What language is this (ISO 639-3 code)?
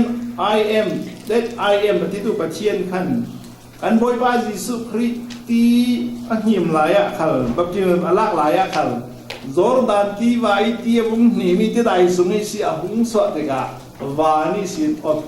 cfm